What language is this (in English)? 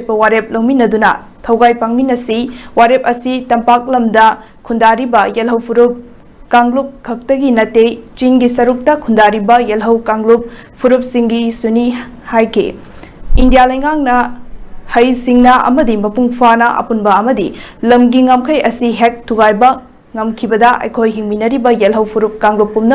Manipuri